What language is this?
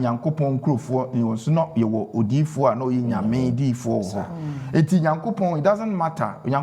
Akan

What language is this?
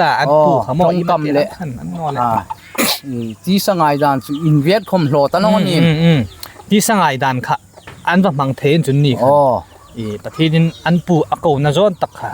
Hmar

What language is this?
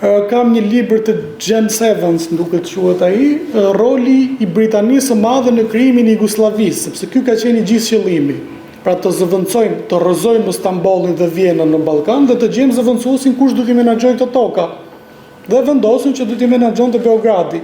Albanian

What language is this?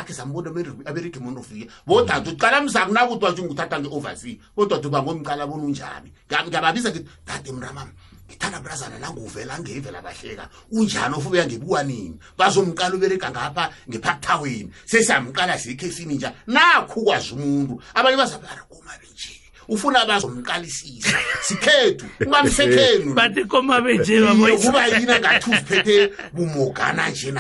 South Ndebele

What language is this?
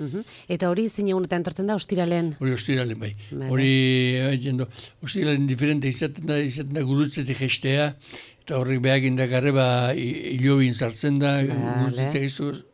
Basque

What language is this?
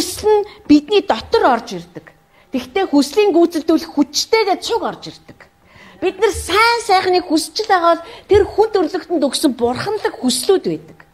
Mongolian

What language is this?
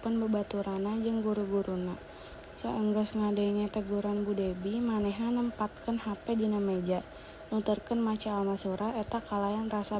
Sundanese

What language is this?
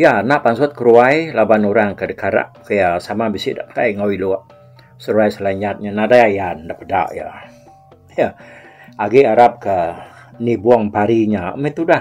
Iban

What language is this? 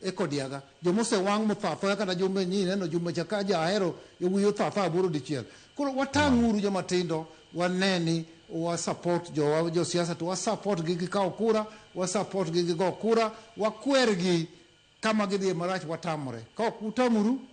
Luo (Kenya and Tanzania)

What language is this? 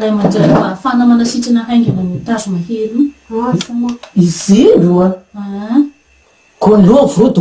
Malagasy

